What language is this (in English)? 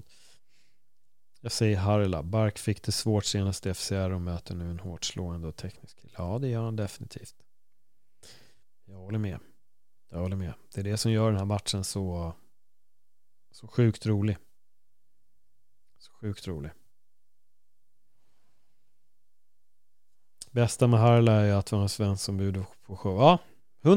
Swedish